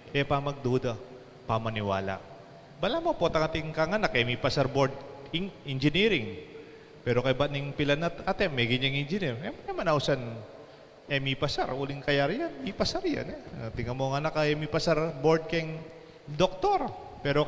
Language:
Pampanga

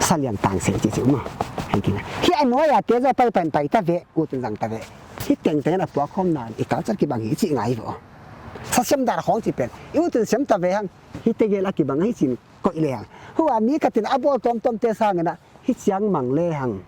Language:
Paite Chin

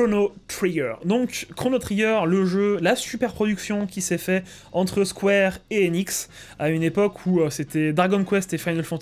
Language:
French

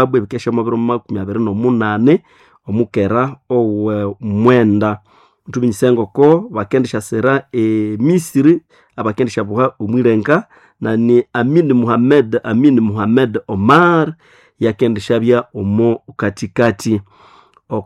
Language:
Nande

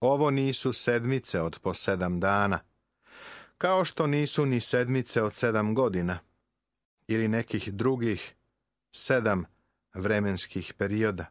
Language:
Serbian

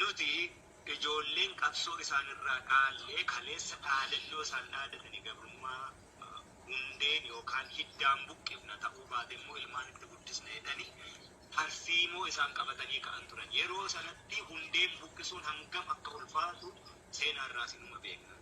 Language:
Oromo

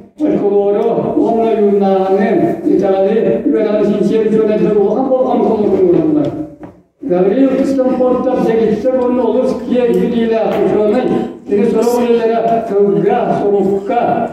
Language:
Yakut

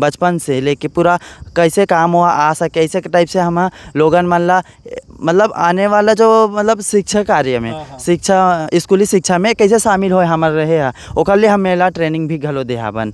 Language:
Chhattisgarhi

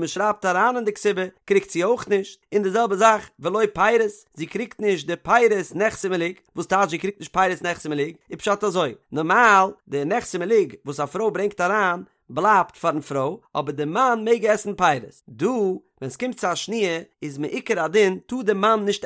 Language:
Yiddish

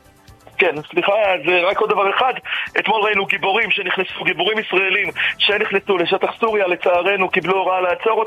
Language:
Hebrew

